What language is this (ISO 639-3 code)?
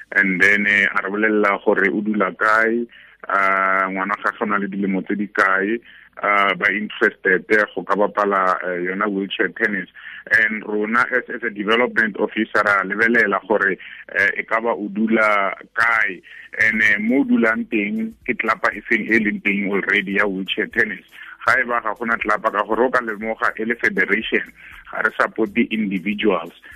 tsn